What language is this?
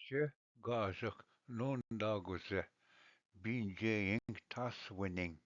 Ojibwa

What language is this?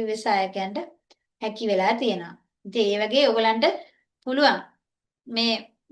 Sinhala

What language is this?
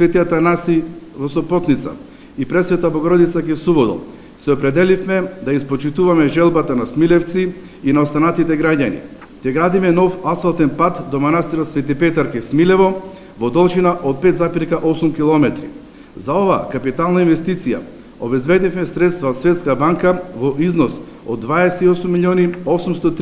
Macedonian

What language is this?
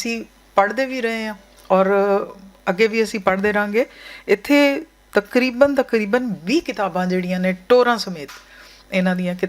Western Panjabi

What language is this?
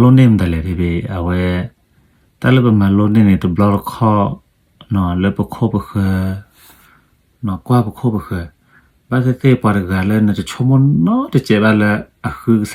S'gaw Karen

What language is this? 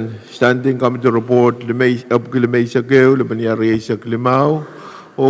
Pohnpeian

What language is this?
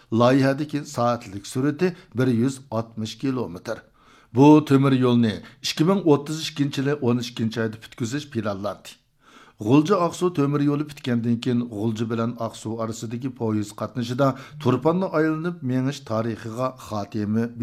Uyghur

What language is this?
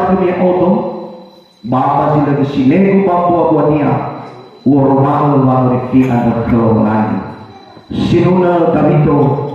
Nias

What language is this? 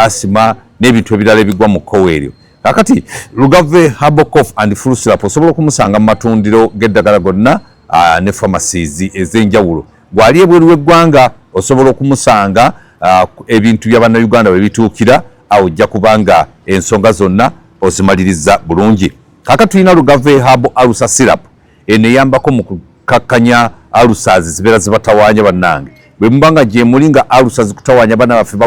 Ganda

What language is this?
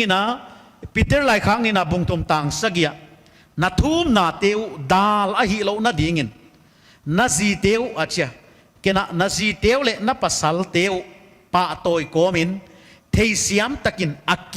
Paite Chin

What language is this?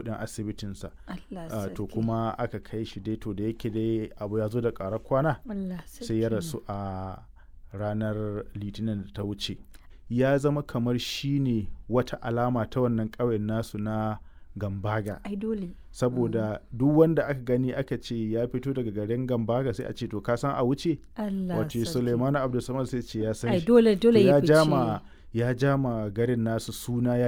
Hausa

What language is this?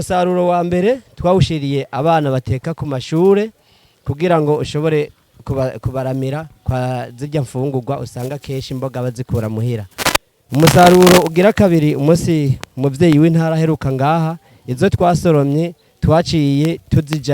Rundi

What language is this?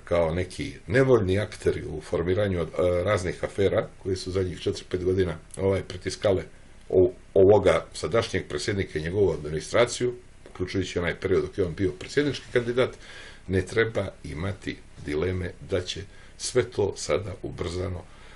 Croatian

